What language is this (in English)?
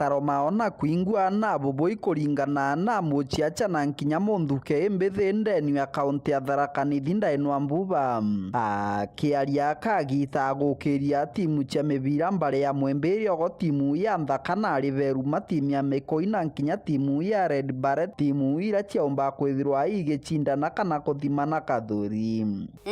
Meru